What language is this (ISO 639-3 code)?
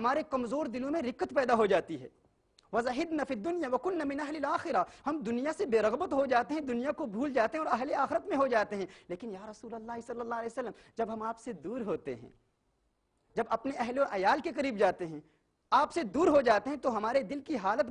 urd